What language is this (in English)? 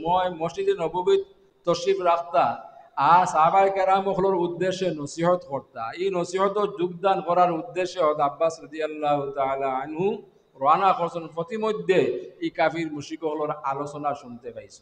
Sylheti